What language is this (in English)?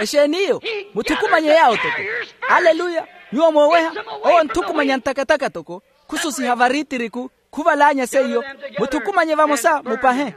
Makhuwa